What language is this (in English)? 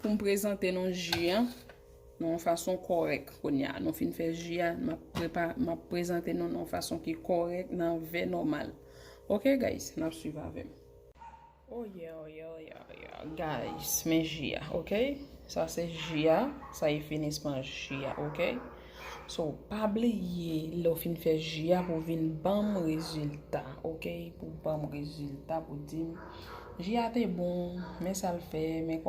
Haitian Creole